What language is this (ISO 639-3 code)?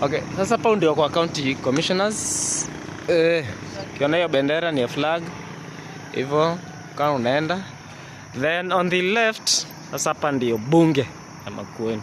swa